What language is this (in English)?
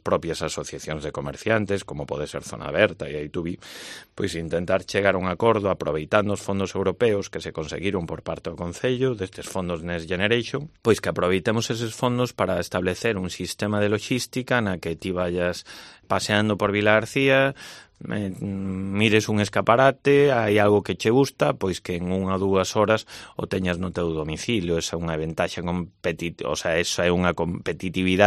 Galician